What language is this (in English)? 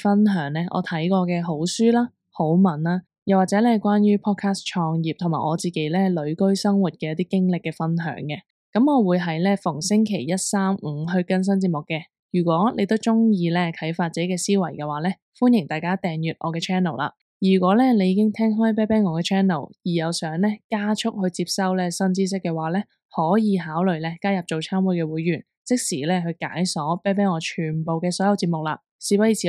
Cantonese